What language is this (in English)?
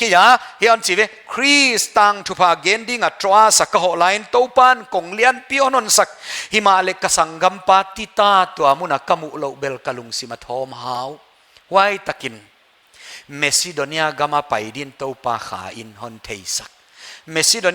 Paite Chin